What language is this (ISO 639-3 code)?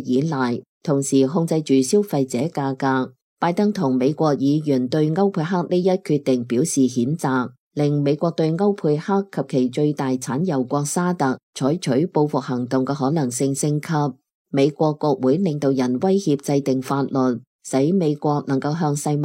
yue